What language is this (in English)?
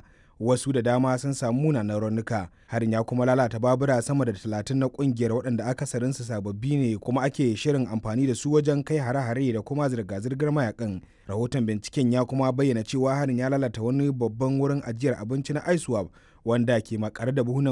Hausa